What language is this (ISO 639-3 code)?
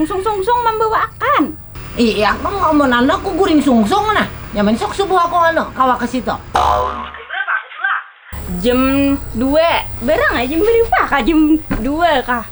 bjn